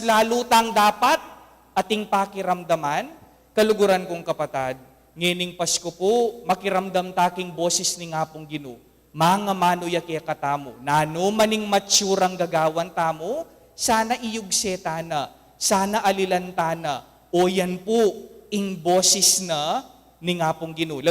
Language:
Pampanga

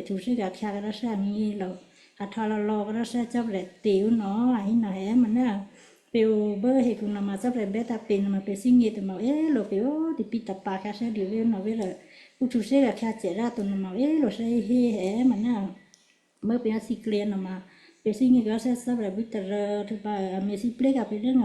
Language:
Western Kayah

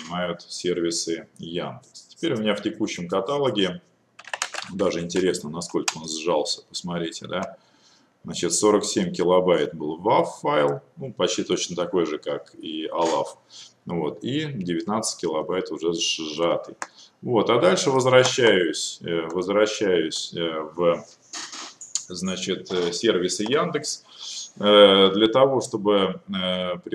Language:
Russian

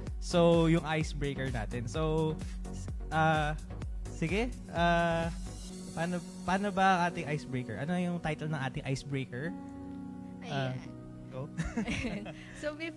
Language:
Filipino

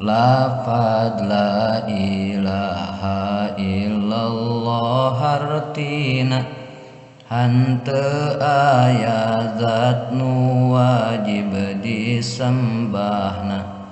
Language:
Sundanese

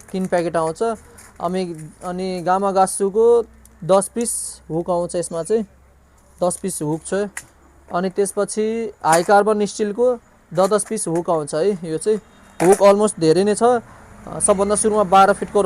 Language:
Nepali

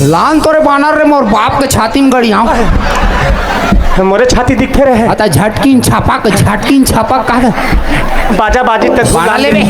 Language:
Chhattisgarhi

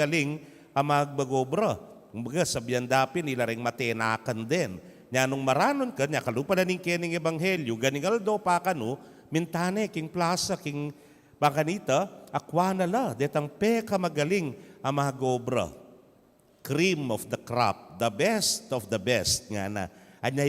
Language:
Pampanga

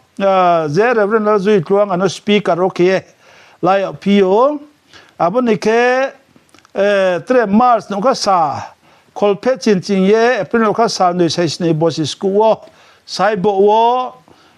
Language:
Riang (India)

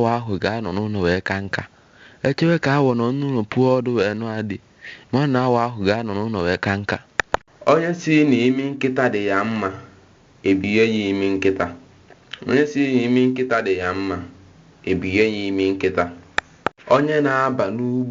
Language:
Igbo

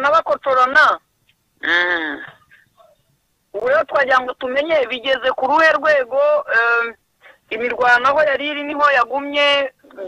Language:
Kinyarwanda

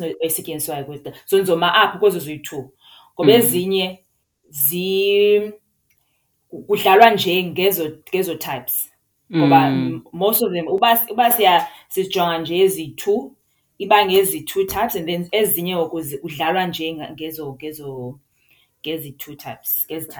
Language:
Xhosa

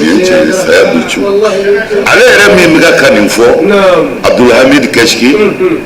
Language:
Bambara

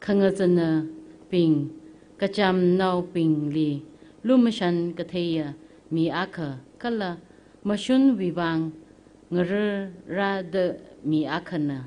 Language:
Tangkhul Naga (India)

